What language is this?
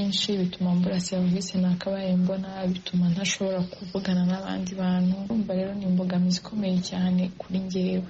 Kinyarwanda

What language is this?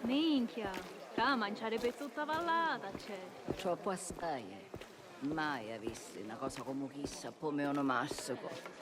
Sicilian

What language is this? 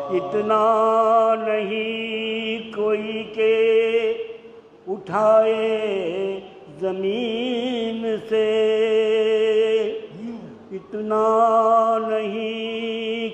Urdu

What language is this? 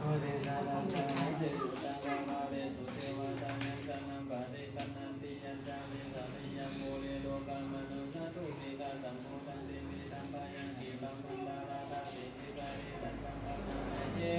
Pali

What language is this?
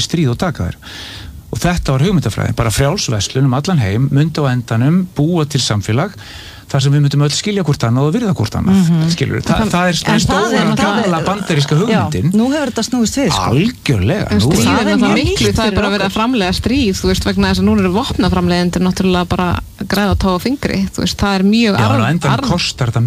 Icelandic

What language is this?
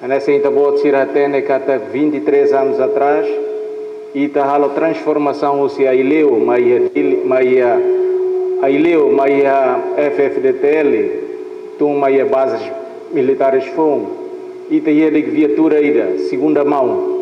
Tetum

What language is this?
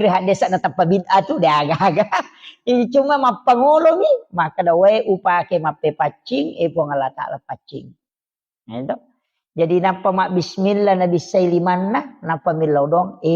Buginese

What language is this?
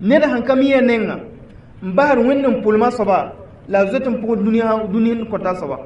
Mossi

